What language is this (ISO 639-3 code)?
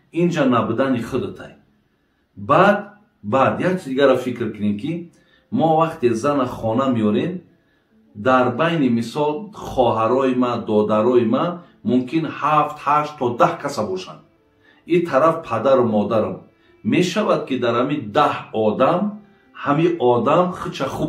tgk